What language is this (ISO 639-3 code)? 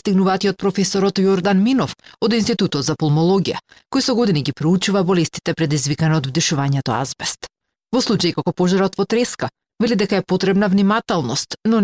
mkd